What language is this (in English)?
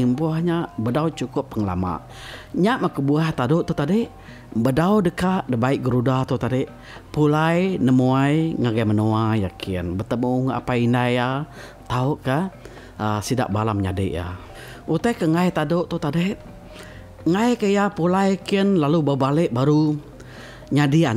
Iban